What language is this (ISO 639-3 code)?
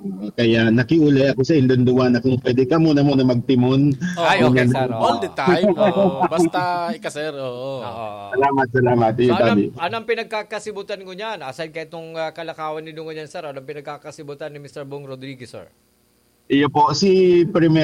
bik